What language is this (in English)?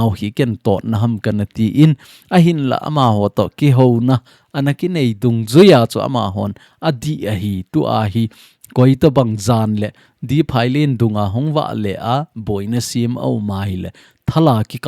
Thado Chin